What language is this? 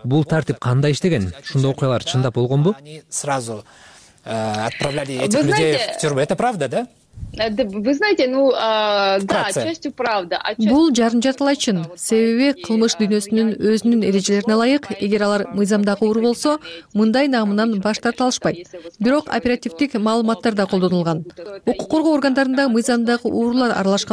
Kyrgyz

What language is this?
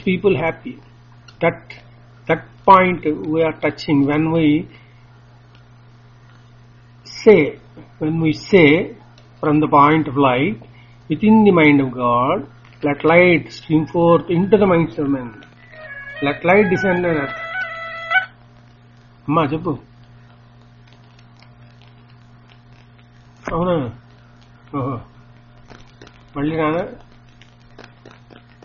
Telugu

